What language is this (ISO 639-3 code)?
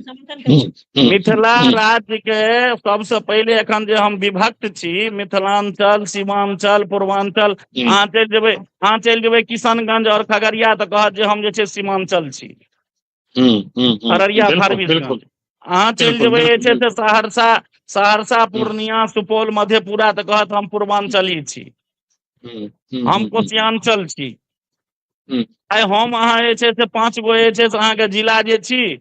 mai